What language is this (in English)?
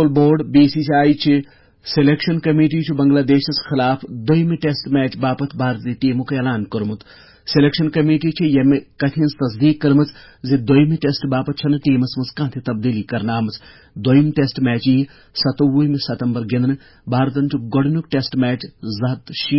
Kashmiri